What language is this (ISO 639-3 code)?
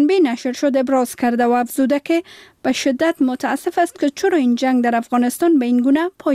fas